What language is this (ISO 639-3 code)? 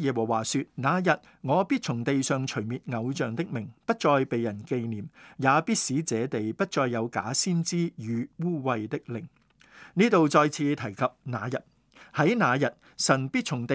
yue